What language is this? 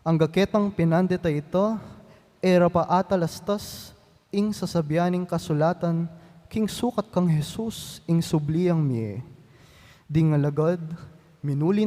Pampanga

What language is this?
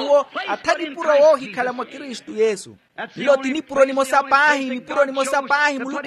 Makhuwa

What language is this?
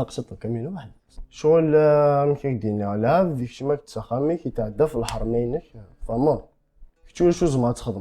Kabyle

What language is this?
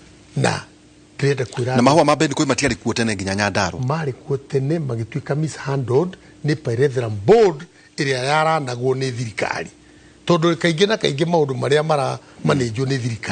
Kikuyu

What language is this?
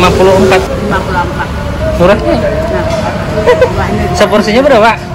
Banjar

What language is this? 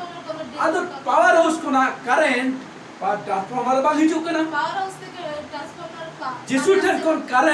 Santali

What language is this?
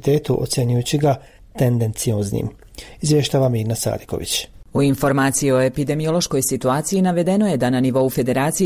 Bosnian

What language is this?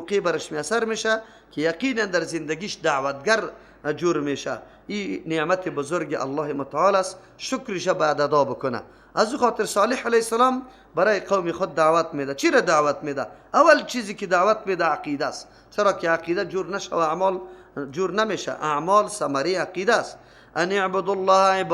Persian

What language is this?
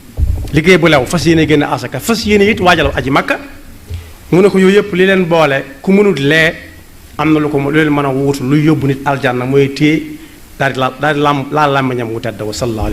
Wolof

